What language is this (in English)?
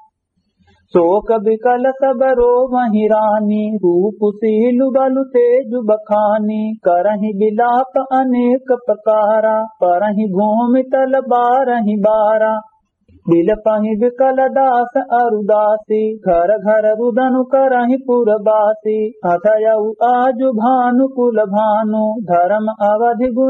Awadhi